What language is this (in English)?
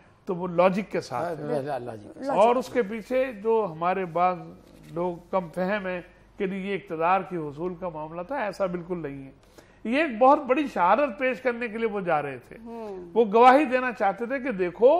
Urdu